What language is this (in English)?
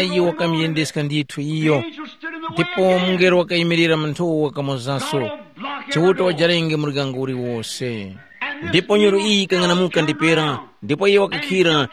Tumbuka